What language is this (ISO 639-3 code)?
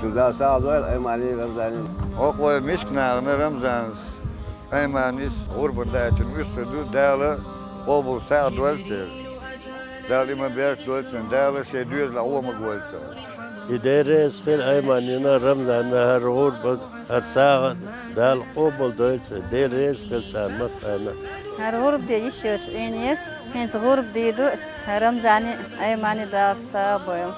che